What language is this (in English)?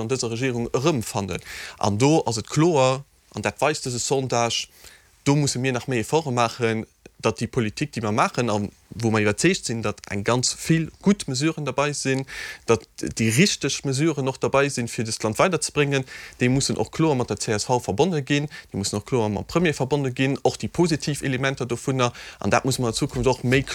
Luxembourgish